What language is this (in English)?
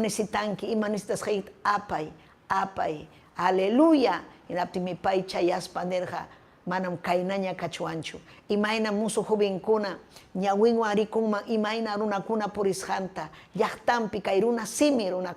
Ayacucho Quechua